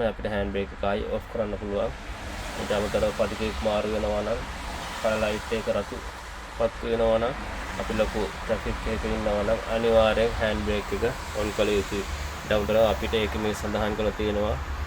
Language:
Sinhala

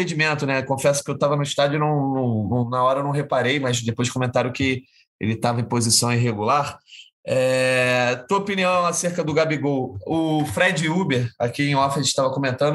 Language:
Portuguese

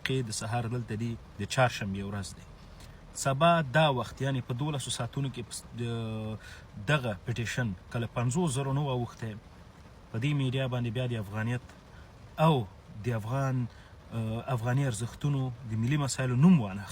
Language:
Pashto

